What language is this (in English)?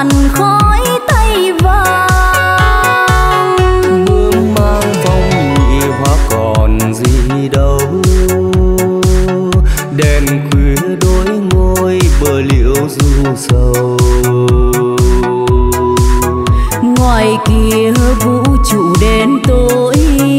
Vietnamese